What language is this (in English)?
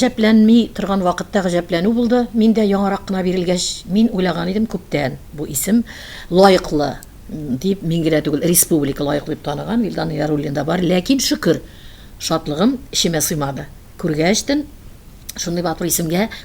Tatar